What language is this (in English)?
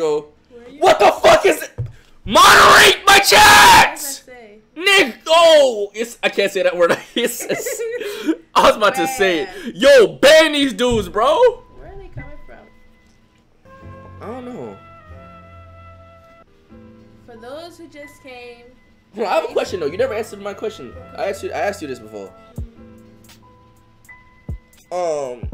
English